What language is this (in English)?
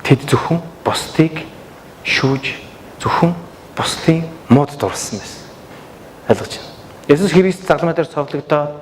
Mongolian